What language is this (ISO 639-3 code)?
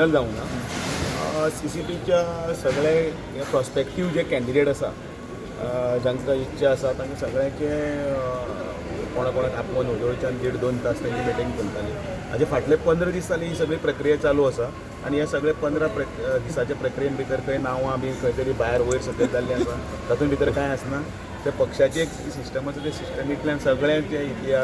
kok